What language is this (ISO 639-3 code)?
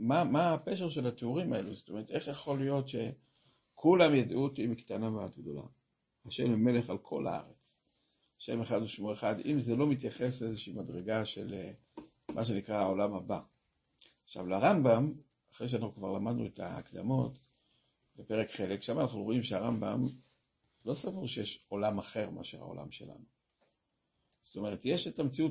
heb